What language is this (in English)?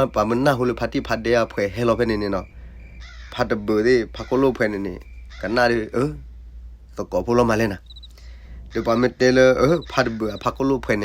S'gaw Karen